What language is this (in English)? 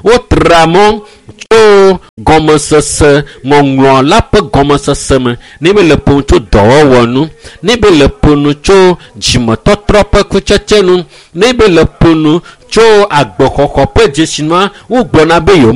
Ewe